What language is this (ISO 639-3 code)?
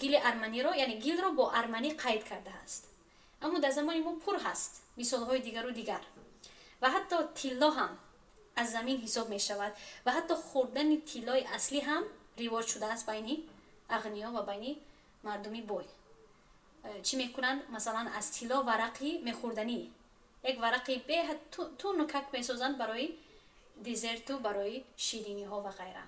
tgk